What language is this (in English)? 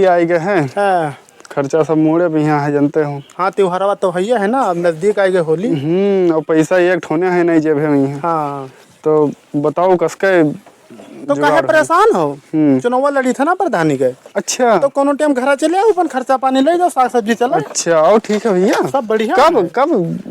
Awadhi